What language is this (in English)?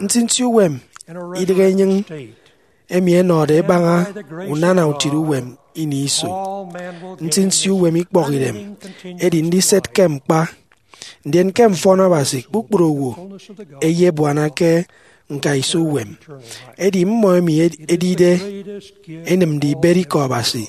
Efik